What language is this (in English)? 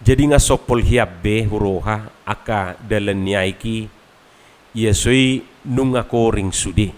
Batak Toba